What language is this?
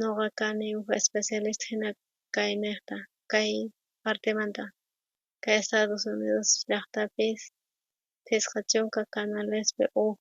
South Bolivian Quechua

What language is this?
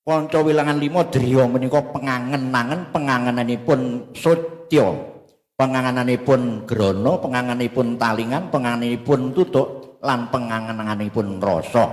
Javanese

